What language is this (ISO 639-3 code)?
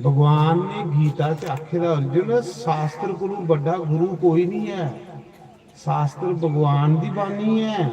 doi